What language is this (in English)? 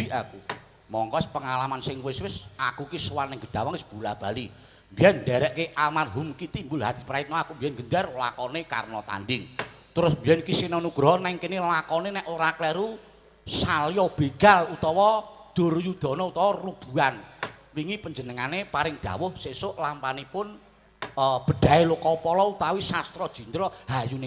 Javanese